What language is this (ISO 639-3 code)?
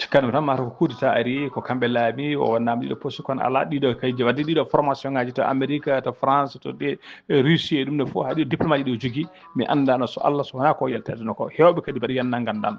ful